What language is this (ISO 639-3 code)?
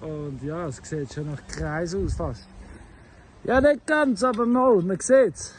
gsw